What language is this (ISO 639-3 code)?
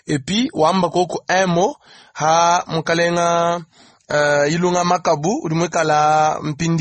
lua